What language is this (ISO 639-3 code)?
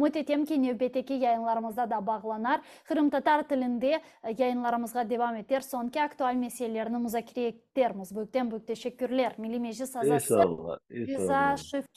crh